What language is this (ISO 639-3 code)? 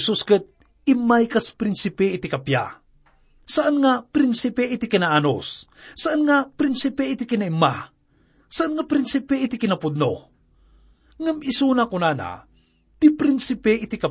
ilo